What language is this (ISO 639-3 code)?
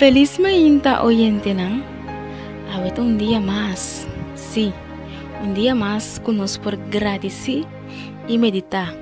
pap